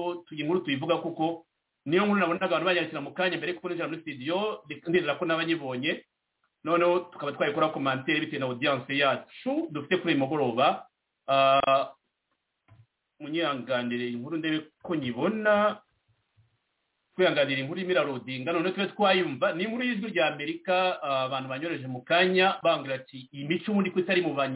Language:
Kinyarwanda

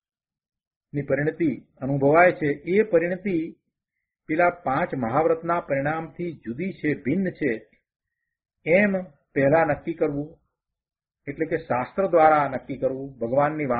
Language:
Gujarati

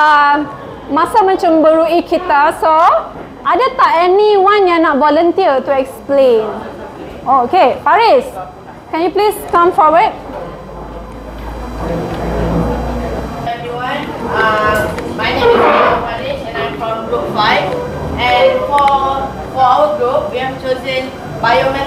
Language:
Malay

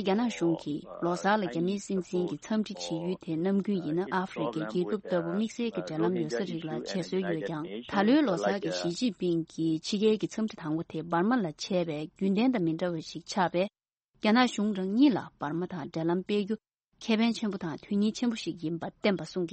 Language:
Tibetan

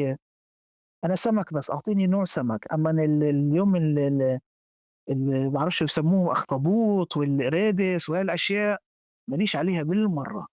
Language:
North Levantine Arabic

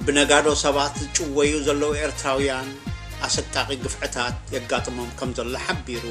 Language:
Tigrinya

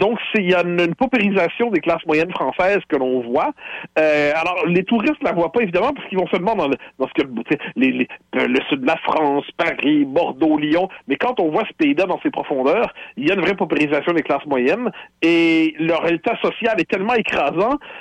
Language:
French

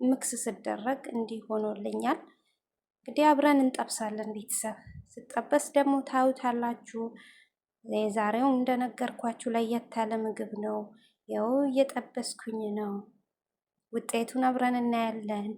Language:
Amharic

